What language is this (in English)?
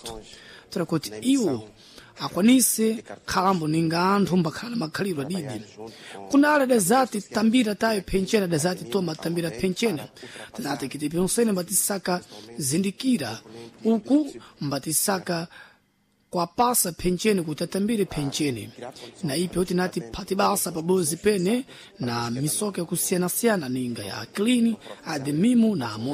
Sena